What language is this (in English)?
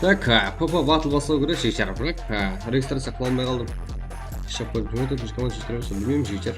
Kara-Kalpak